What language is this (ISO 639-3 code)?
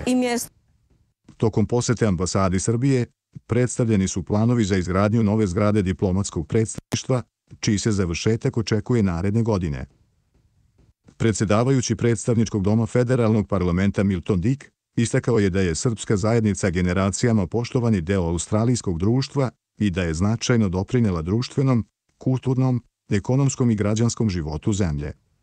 srp